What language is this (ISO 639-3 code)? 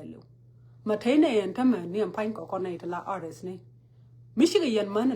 nus